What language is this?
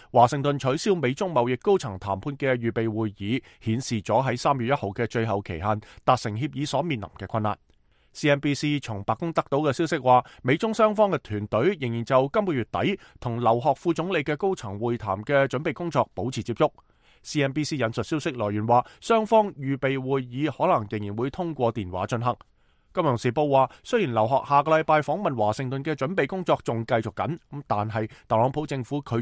Cantonese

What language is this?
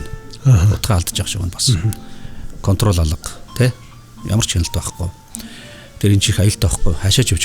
Mongolian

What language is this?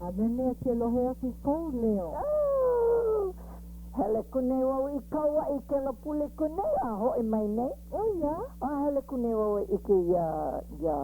Hawaiian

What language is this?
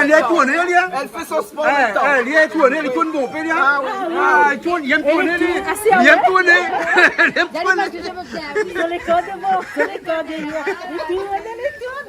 Réunion Creole French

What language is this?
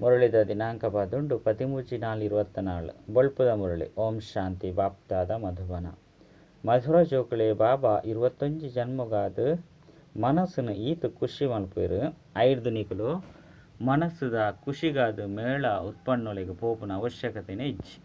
Tulu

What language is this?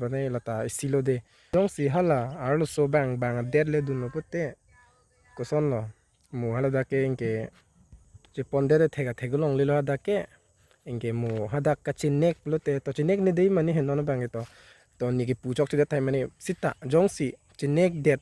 Karbi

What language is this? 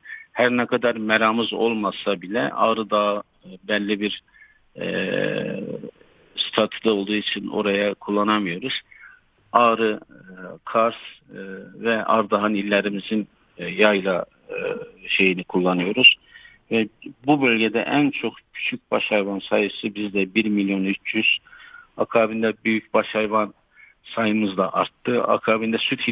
Turkish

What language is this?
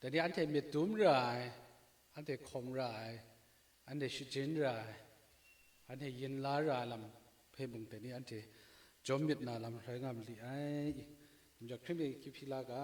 Kachin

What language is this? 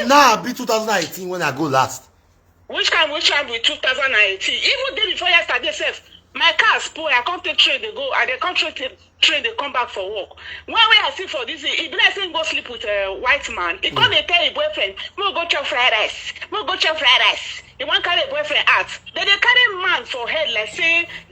Nigerian Pidgin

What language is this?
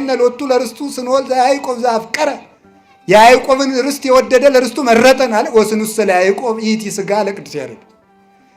Amharic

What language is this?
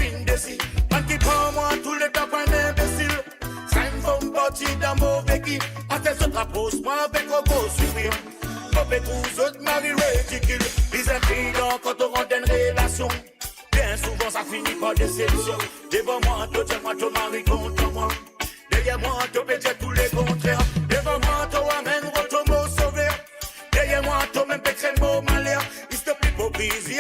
Morisyen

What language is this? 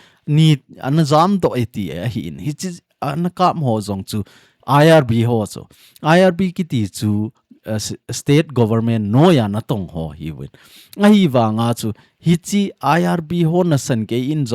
Thado Chin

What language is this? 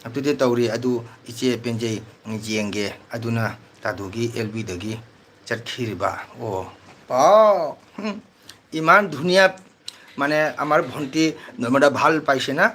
Manipuri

